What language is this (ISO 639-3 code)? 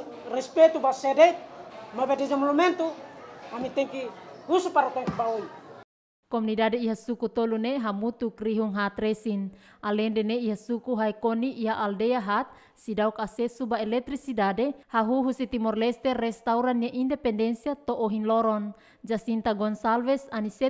tet